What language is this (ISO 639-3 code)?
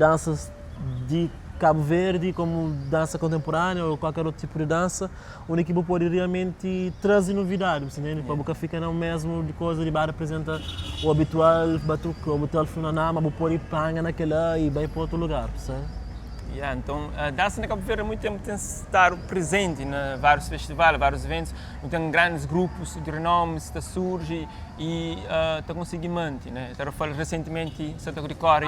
kea